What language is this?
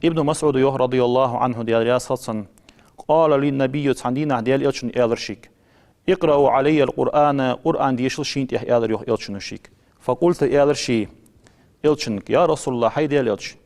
Ingush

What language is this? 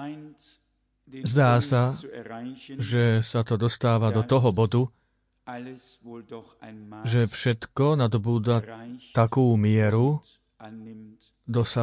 Slovak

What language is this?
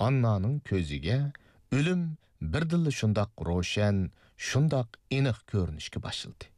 Uyghur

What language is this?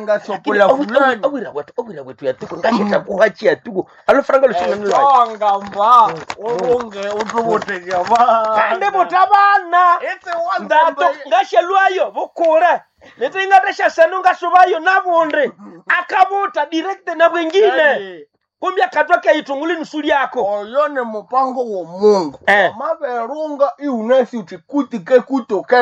Nande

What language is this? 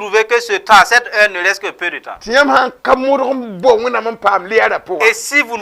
Mossi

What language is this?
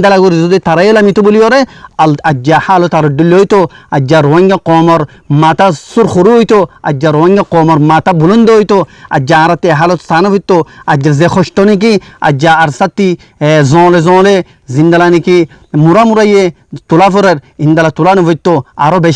Rohingya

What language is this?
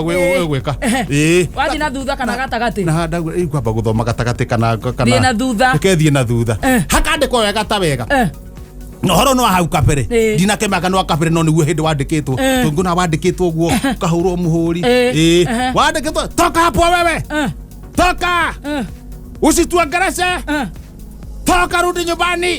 Kikuyu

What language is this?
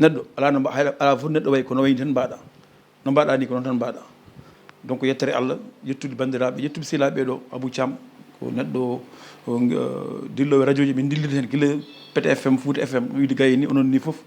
Fula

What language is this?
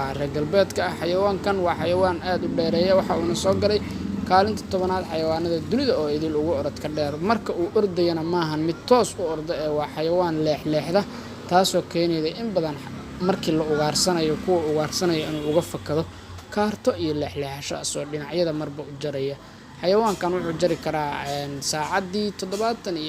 Somali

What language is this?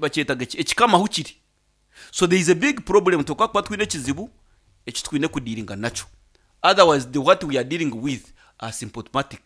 Nyankole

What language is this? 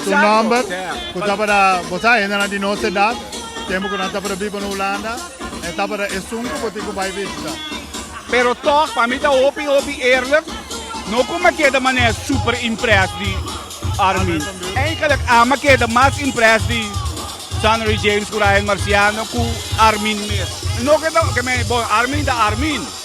Papiamento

